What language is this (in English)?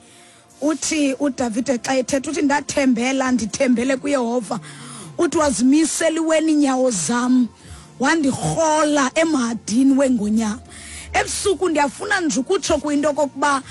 Xhosa